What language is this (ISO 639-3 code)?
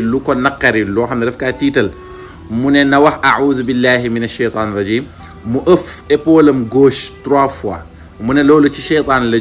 wol